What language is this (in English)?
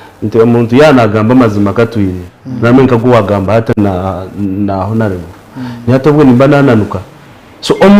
Nyankole